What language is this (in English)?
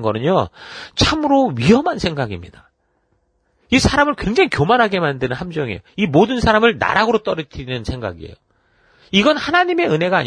Korean